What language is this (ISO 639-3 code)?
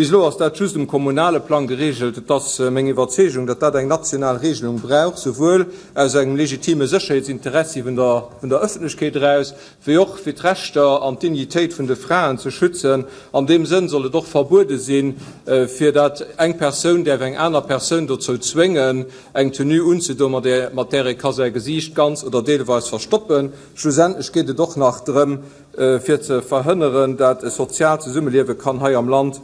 ltz